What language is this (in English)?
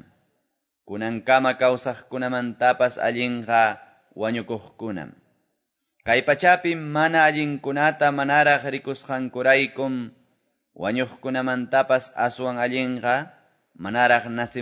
Quechua